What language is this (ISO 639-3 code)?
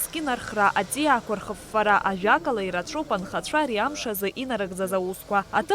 abk